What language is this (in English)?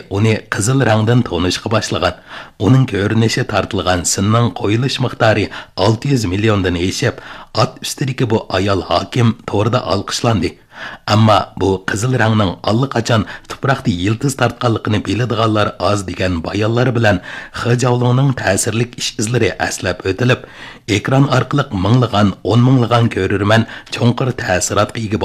Uyghur